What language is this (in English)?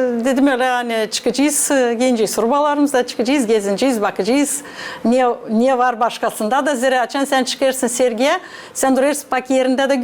Gagauz